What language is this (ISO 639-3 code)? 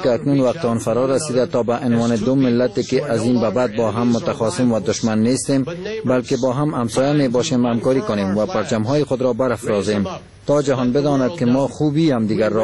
fas